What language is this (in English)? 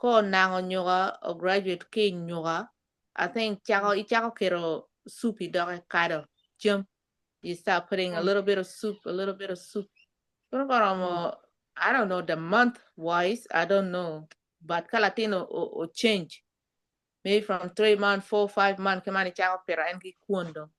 Acoli